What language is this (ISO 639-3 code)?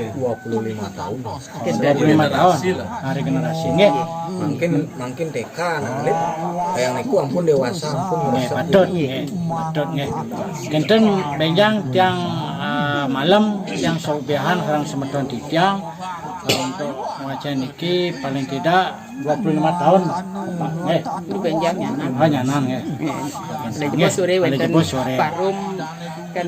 ban